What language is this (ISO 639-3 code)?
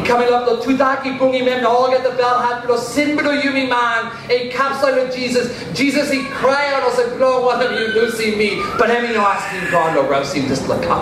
tpi